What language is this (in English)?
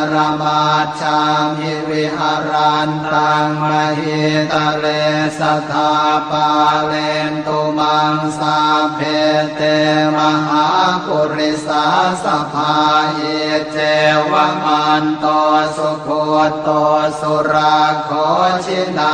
Pali